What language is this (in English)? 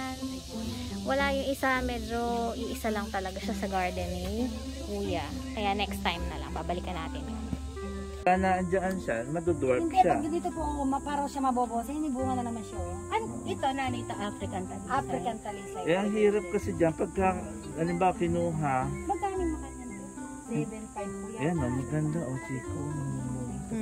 Filipino